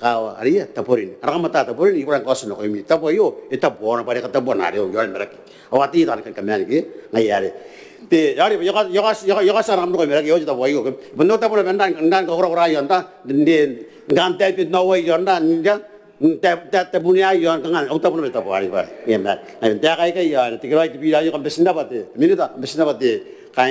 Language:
Gilbertese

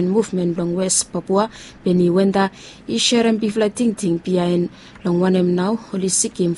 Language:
Bislama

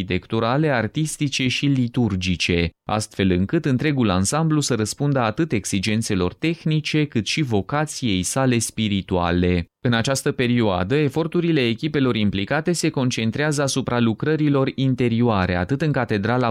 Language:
Romanian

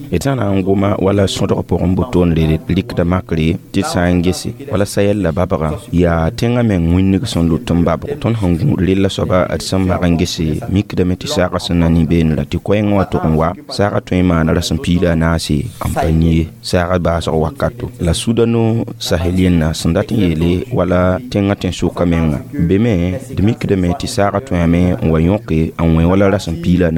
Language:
Mossi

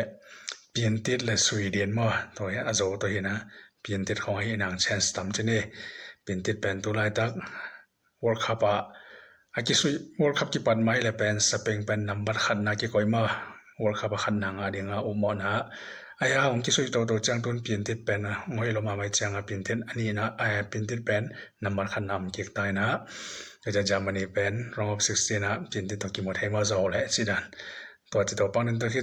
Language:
Tedim Chin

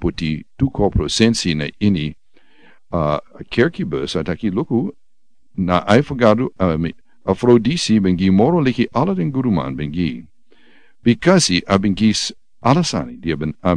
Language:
Sranan Tongo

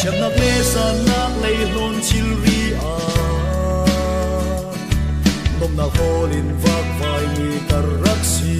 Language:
Falam Chin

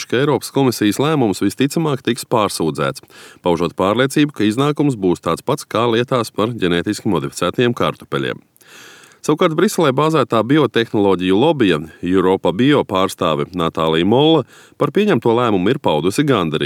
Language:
Latvian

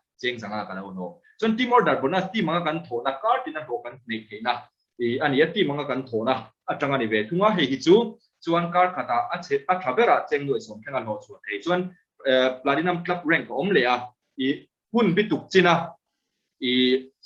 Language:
Mizo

